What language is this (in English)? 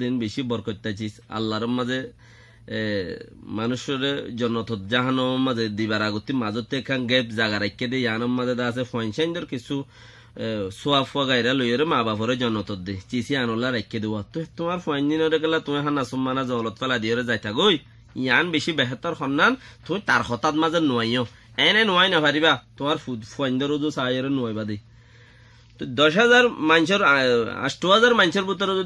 Rohingya